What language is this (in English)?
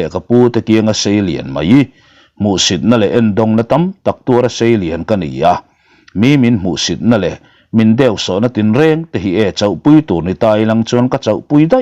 Mizo